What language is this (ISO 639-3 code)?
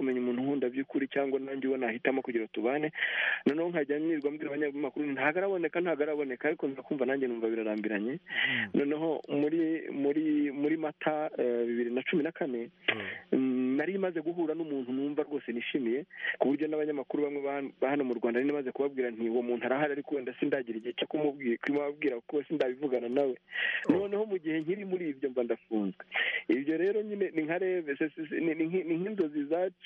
kin